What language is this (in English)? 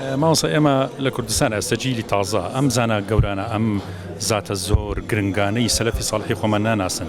Central Kurdish